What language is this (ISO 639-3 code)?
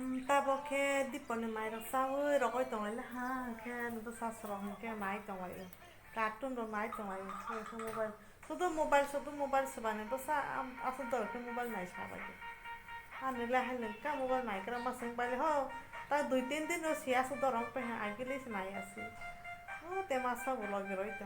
trp